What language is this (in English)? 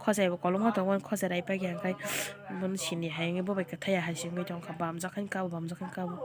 Kok Borok